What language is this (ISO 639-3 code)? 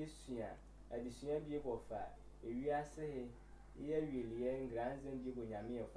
sfw